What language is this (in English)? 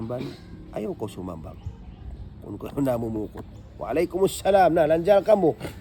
Tausug